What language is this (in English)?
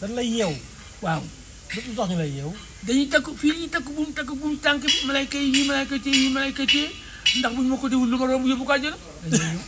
Wolof